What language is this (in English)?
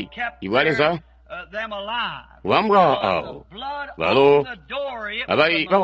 Tonga (Zambia)